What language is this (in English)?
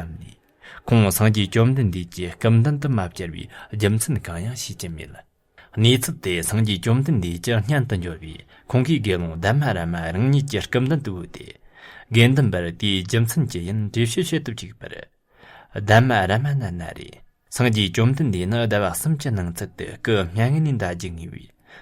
Tibetan